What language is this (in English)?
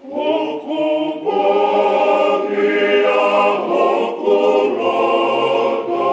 Tongan